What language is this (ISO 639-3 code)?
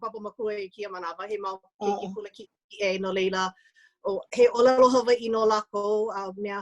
haw